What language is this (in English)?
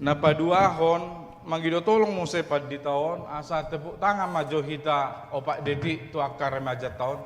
Batak Toba